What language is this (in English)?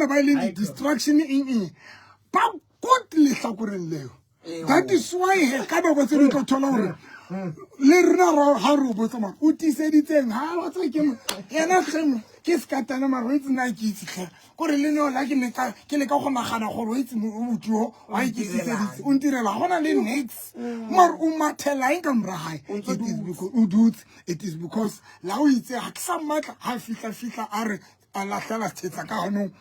Southern Sotho